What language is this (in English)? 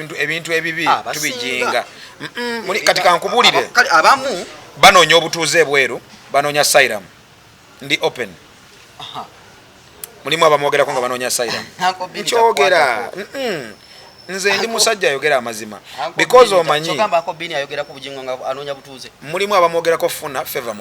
Ganda